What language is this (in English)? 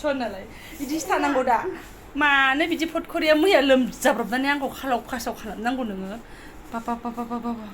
Bodo